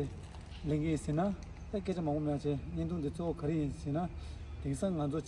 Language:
Tibetan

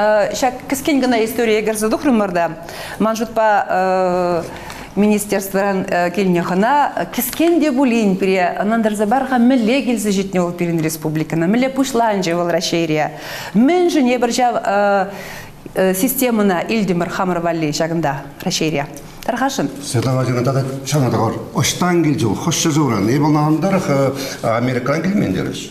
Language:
Chuvash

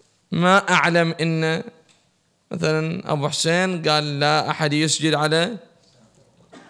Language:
Arabic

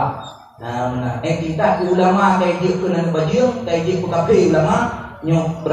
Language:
Achinese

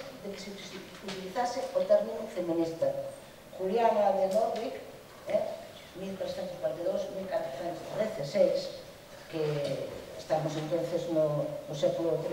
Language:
Galician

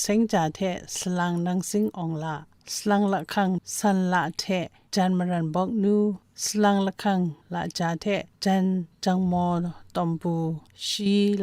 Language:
Kachin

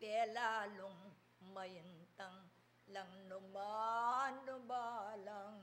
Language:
Pampanga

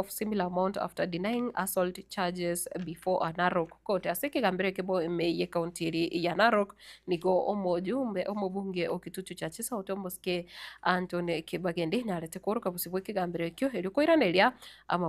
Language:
Gusii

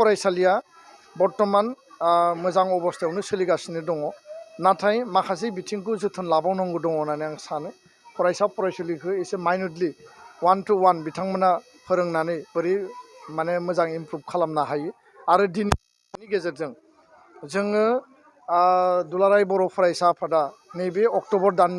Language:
Bodo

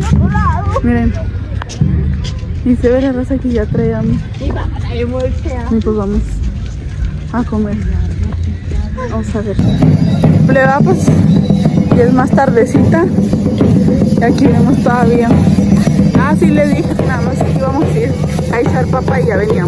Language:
Spanish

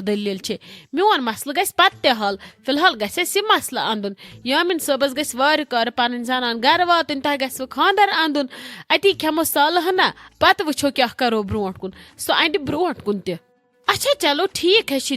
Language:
Kashmiri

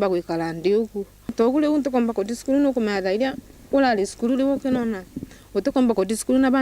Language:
Meru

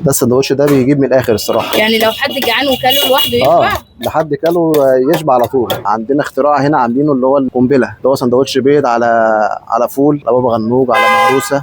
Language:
Egyptian Arabic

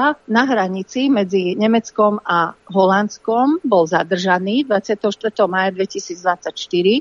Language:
Slovak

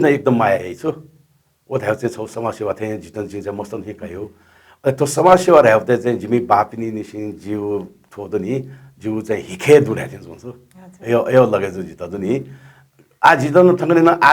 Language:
Newari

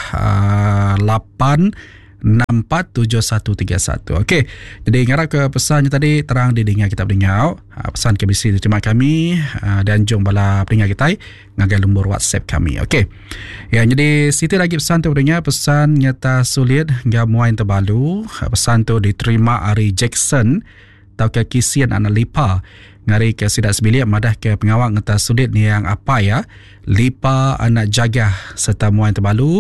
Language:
Iban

